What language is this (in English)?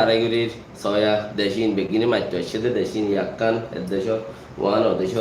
Rohingya